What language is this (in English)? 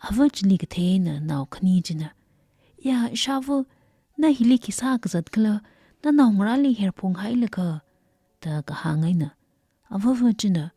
Tangkhul Naga (India)